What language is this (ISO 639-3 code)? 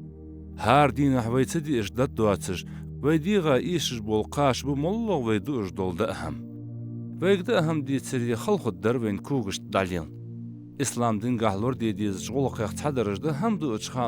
inh